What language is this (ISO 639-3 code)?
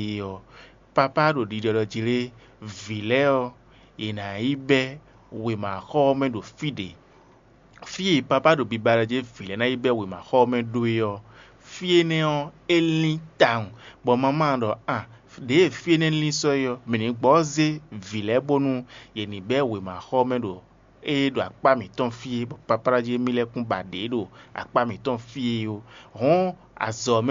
fon